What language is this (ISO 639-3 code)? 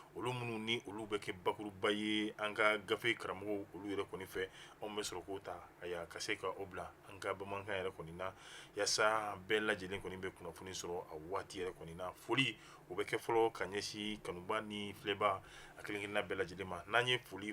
bam